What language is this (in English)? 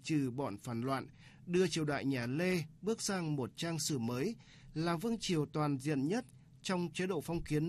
Vietnamese